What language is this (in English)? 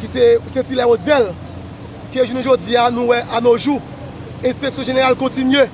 Haitian Creole